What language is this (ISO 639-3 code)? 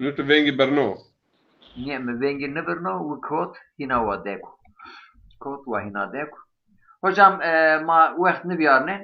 zza